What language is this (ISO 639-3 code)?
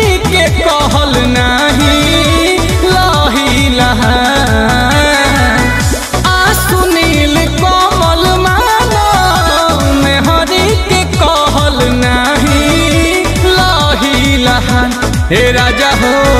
bho